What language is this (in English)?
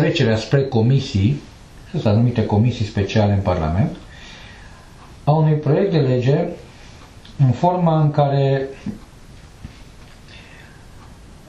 Romanian